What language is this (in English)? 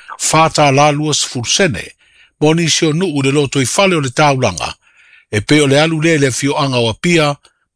Samoan